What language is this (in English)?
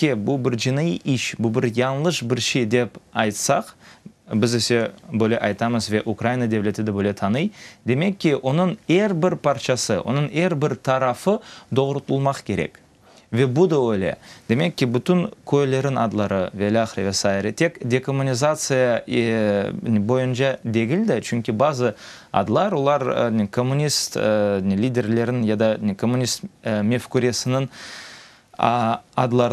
Crimean Tatar